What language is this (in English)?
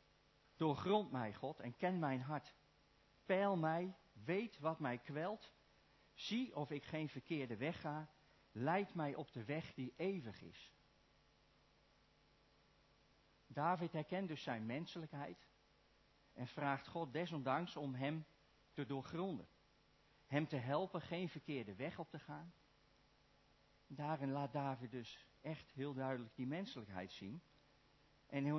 Dutch